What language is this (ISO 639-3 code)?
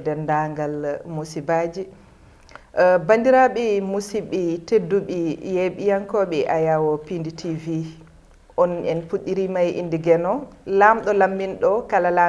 ful